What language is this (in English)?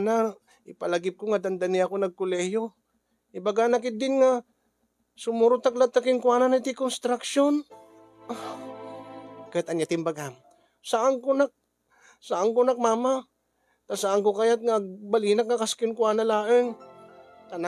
Iloko